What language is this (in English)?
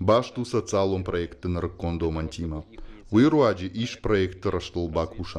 Ossetic